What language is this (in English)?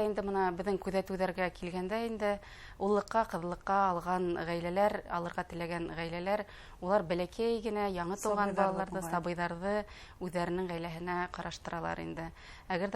Bashkir